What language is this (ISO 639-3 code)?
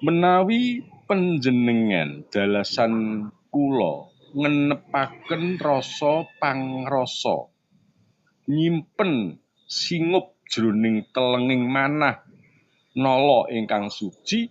jav